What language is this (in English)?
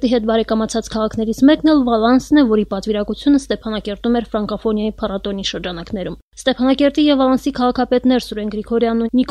Armenian